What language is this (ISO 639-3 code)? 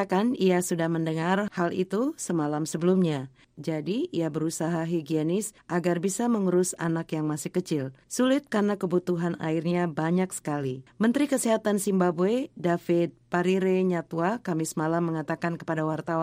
ind